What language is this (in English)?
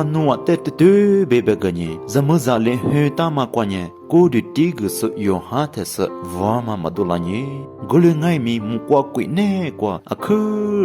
Lisu